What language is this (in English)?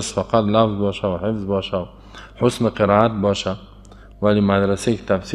Persian